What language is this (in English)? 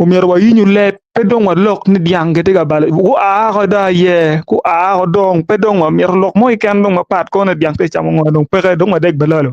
Acoli